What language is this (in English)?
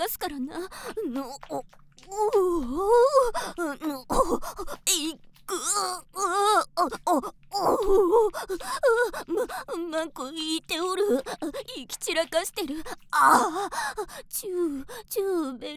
Japanese